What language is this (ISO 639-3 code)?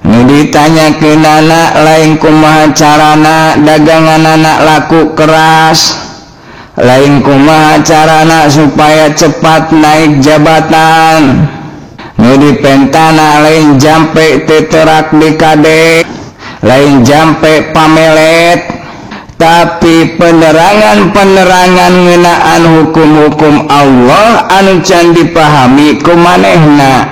sun